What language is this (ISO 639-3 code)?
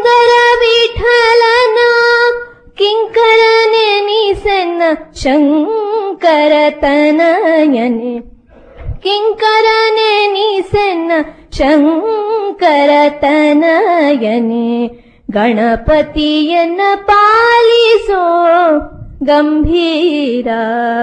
kan